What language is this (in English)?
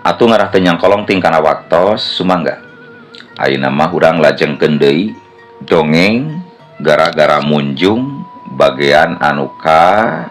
Sundanese